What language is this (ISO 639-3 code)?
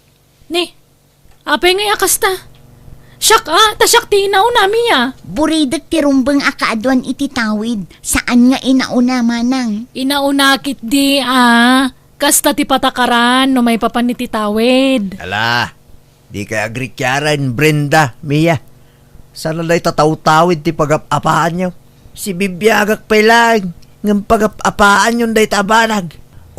ilo